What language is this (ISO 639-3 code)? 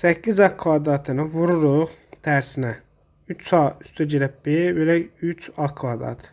aze